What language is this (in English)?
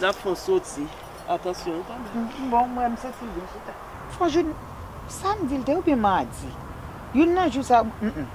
Haitian Creole